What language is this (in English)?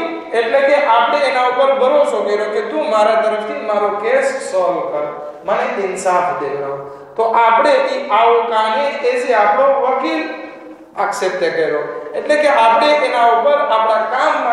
Gujarati